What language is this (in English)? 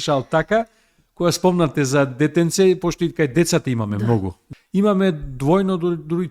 Macedonian